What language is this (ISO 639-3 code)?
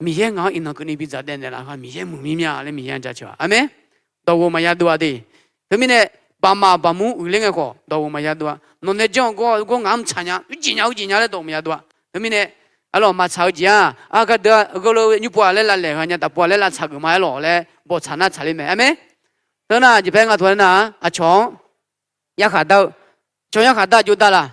ahk